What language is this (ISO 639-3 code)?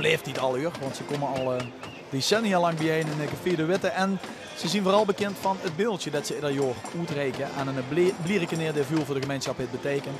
lim